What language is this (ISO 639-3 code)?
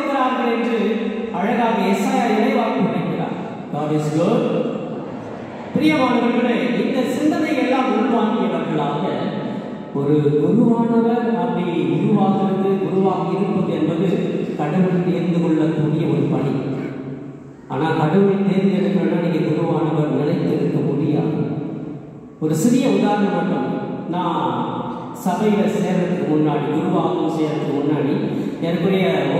tam